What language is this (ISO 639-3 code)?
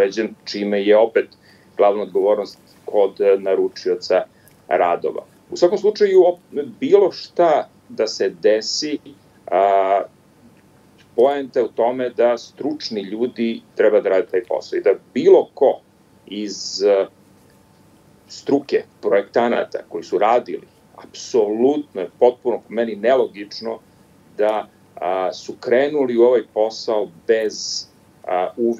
srp